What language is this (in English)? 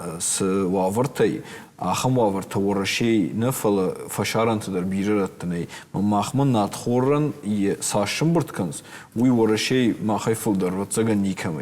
Ossetic